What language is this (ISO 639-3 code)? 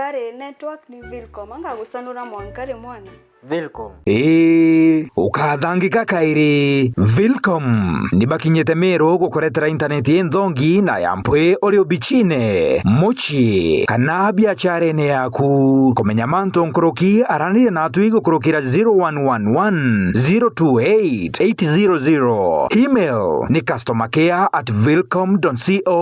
mer